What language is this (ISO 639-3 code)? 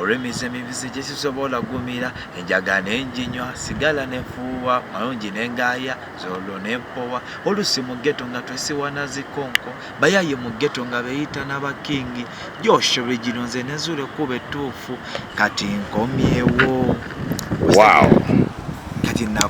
lug